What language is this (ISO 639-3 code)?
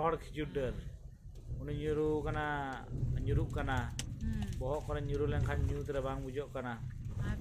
sat